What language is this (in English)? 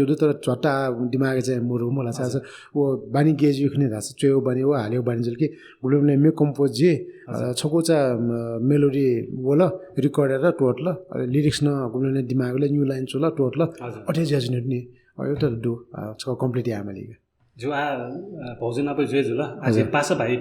Newari